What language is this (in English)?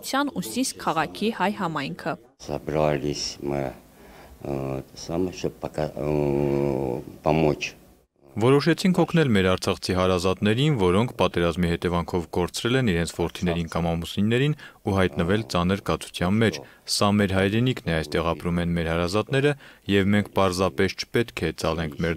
Armenian